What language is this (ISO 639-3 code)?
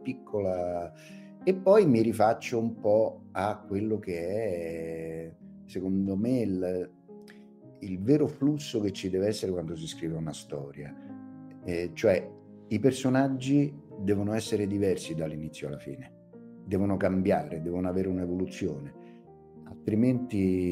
ita